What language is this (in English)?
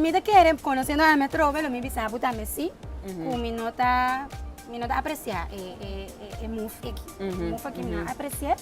Papiamento